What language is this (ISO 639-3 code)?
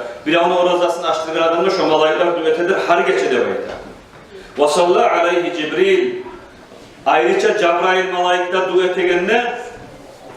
kum